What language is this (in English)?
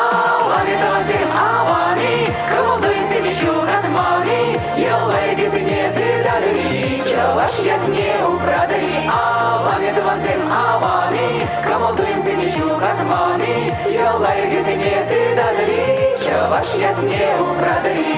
Chuvash